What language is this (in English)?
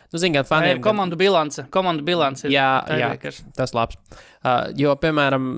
Latvian